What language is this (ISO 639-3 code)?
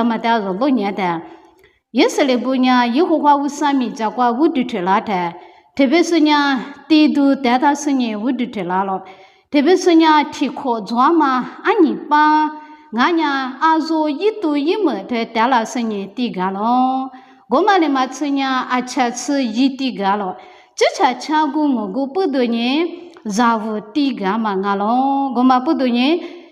lis